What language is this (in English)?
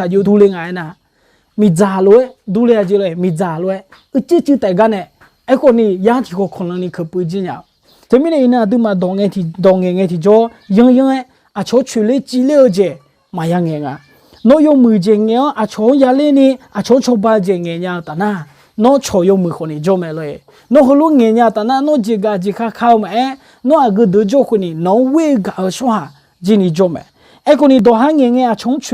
Akha